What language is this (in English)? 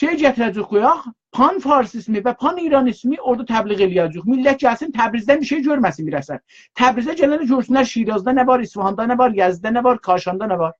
South Azerbaijani